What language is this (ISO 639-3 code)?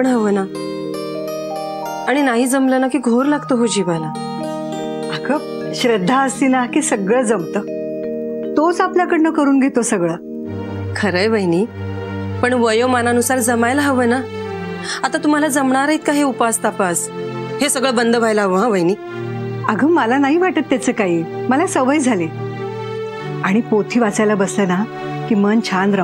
mar